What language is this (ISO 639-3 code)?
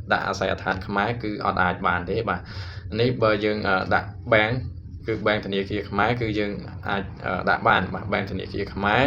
khm